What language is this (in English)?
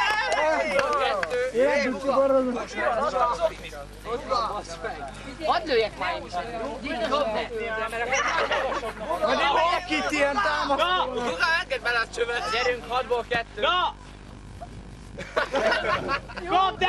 Hungarian